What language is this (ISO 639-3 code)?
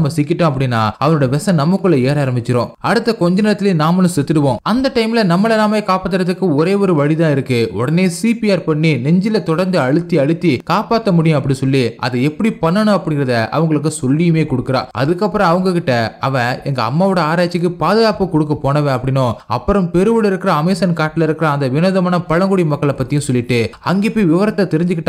tam